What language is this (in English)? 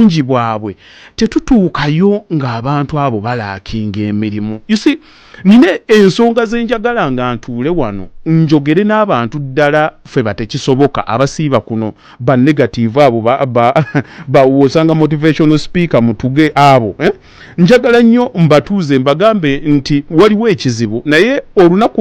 Ganda